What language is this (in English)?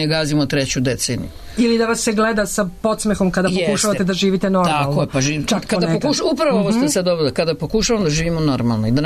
Serbian